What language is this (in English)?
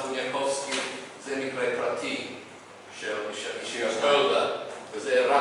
Hebrew